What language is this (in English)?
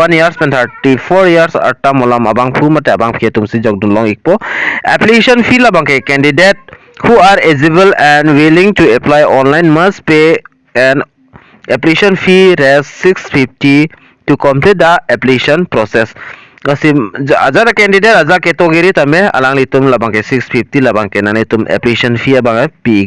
Karbi